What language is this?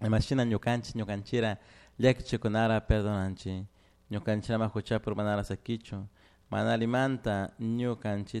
Chimborazo Highland Quichua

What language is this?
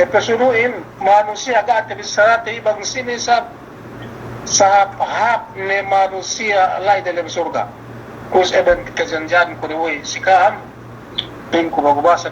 Yakan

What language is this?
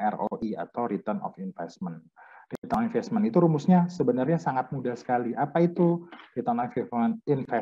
Indonesian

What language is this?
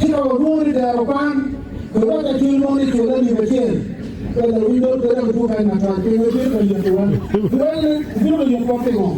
Acoli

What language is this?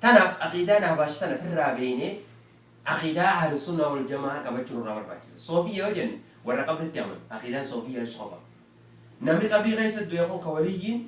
Oromo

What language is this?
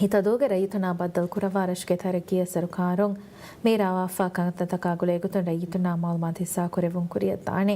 Divehi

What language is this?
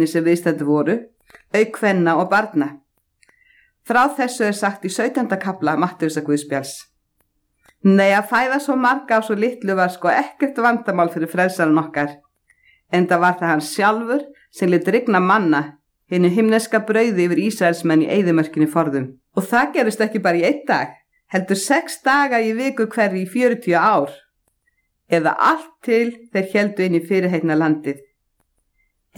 Icelandic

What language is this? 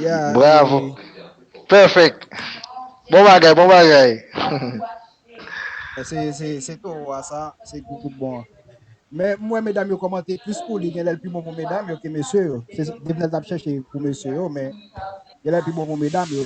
Haitian Creole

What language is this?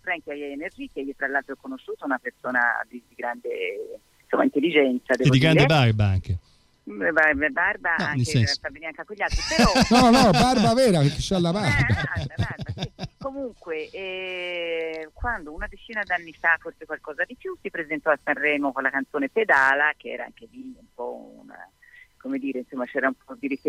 Italian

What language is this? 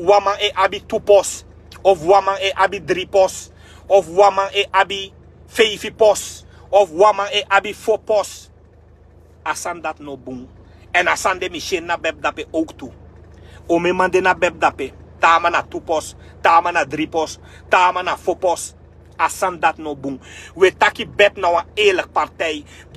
Sranan Tongo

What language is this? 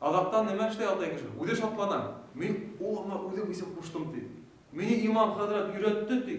Bashkir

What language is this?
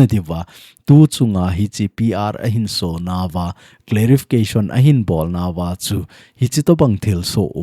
Thado Chin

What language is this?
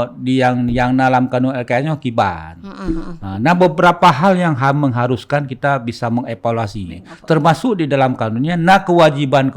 Achinese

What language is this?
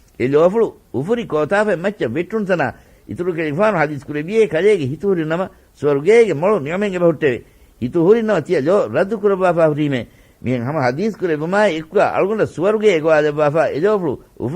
Divehi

